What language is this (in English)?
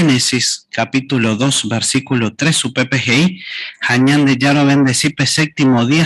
Guarani